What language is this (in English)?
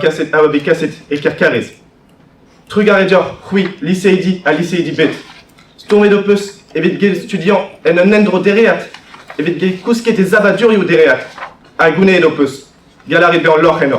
Breton